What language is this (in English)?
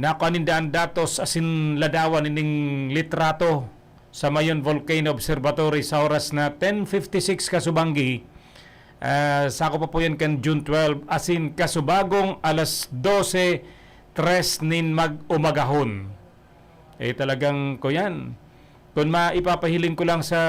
Bikol